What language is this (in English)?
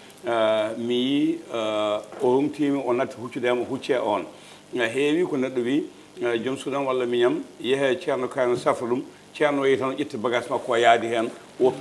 Fula